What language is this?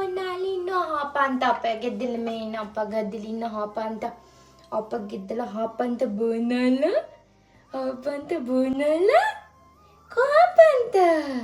Sinhala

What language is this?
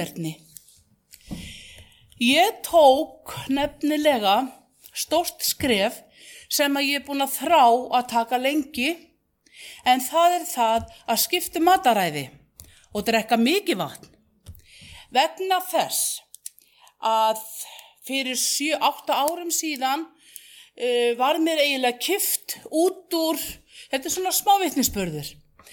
Icelandic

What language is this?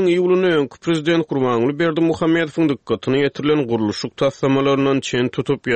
Turkmen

